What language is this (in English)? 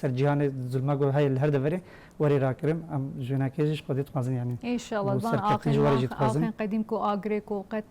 Kurdish